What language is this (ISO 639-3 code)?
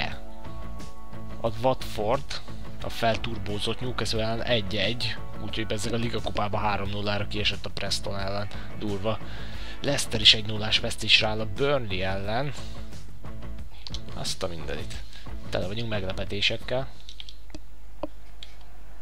hun